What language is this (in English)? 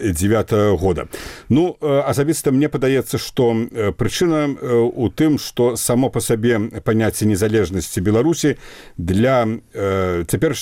Belarusian